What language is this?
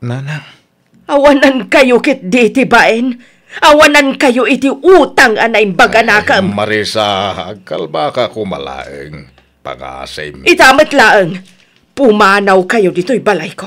Iloko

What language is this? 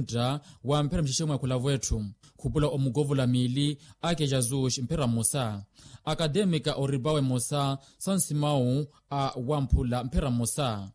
Makhuwa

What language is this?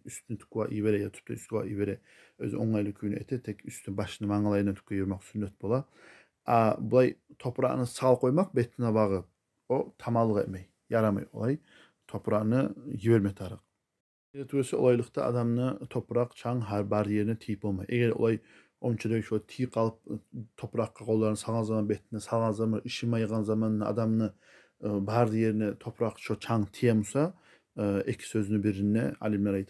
Kumyk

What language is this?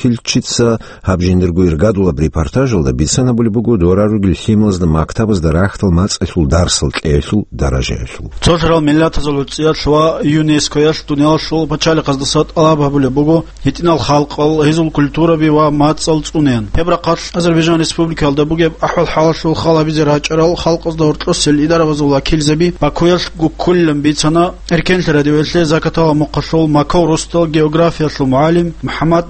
Avaric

